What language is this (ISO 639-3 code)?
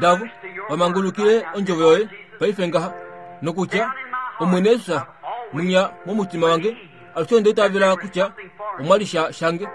kua